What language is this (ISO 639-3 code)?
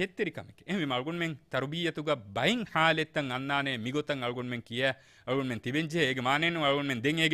div